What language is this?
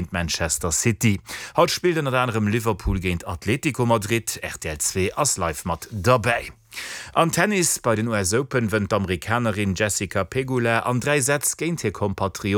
Luxembourgish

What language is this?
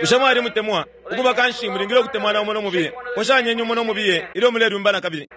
Bemba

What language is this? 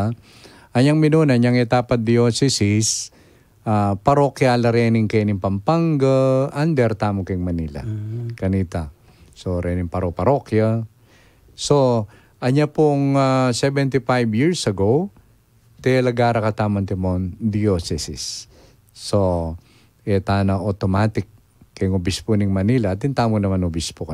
Pampanga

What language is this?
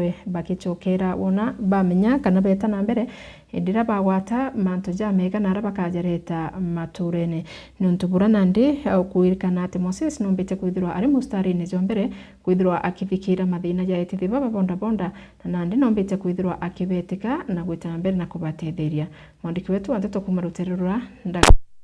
Meru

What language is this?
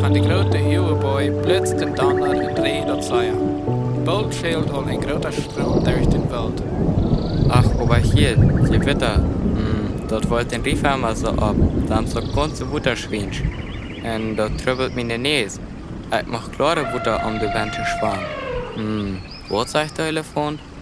Plautdietsch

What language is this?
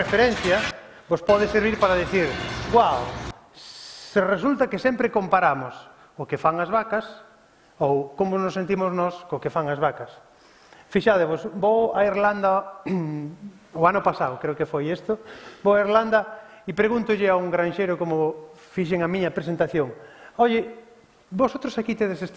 Galician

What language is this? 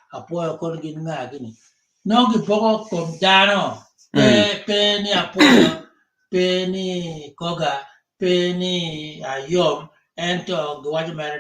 Acoli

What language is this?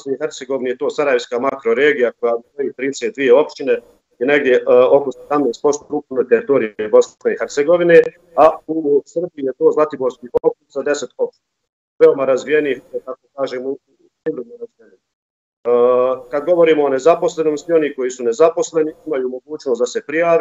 Bosnian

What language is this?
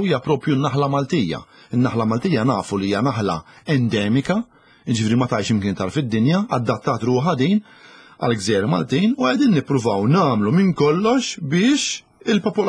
Maltese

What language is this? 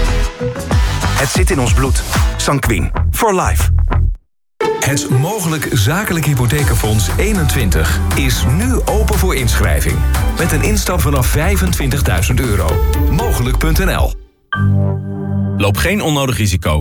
Dutch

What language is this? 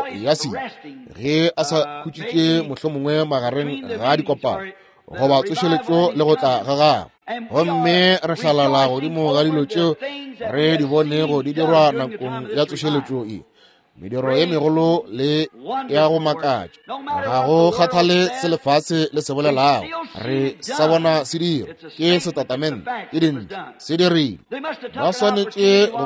Northern Sotho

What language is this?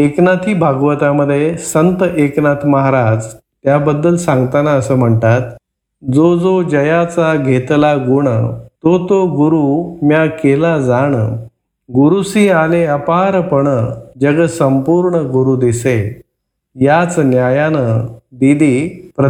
Marathi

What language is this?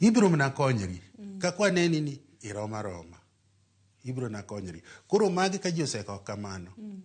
Luo (Kenya and Tanzania)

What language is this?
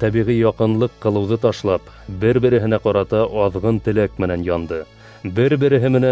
Bashkir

